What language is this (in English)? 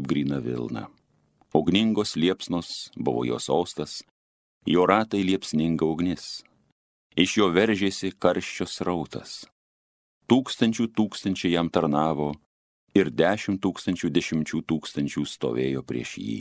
Lithuanian